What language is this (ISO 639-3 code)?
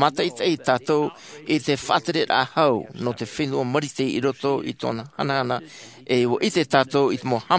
tah